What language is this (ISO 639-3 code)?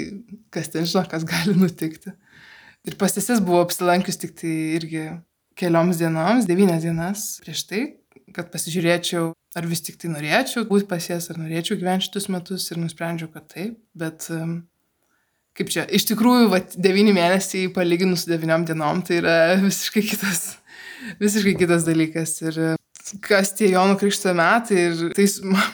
lit